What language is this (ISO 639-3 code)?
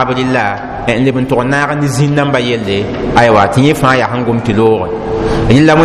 mos